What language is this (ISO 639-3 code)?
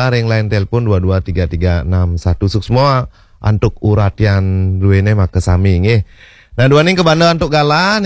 ban